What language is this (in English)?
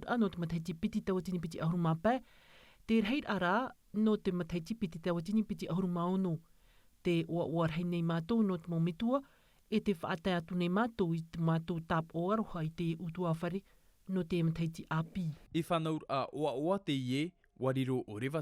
Tahitian